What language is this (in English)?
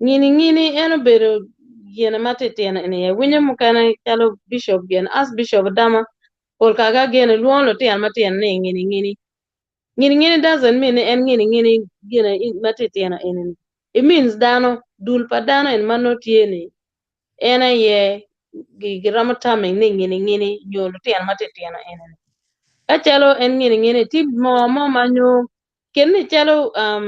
Acoli